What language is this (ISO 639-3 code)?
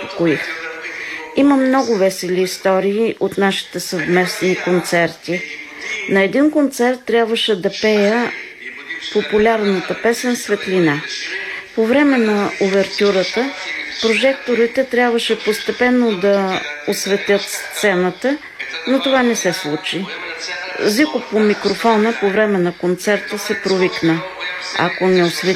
bul